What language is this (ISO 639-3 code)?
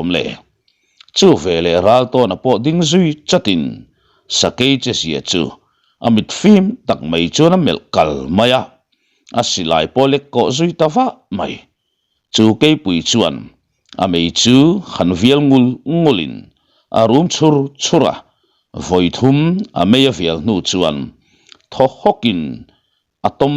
lus